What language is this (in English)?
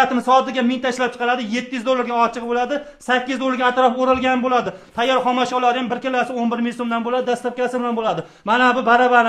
Uzbek